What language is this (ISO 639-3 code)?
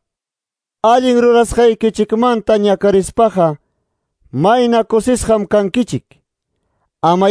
que